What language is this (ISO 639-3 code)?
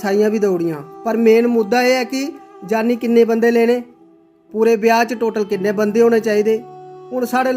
doi